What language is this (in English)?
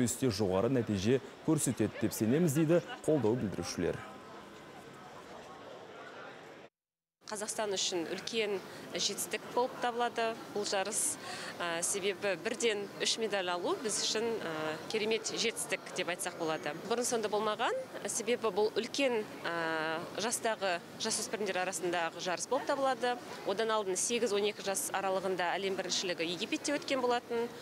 Kazakh